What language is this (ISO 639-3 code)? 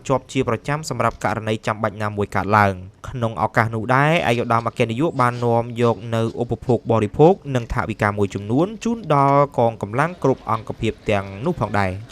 khm